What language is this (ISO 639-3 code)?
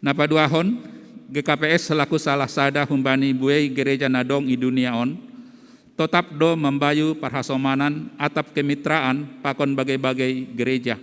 bts